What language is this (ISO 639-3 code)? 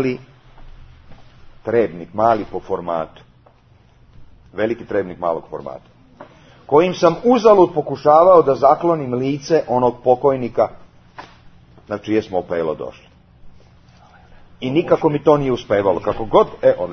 srp